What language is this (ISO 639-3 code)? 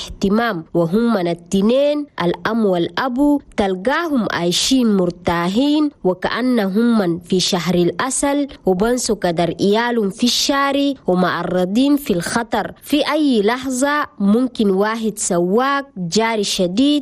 shu